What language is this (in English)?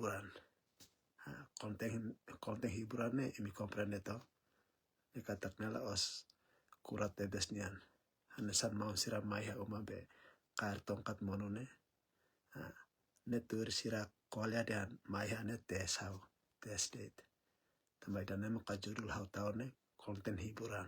Tetum